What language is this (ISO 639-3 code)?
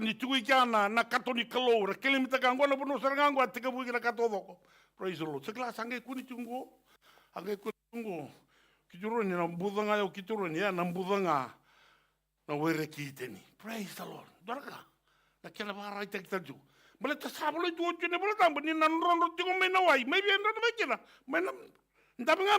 fij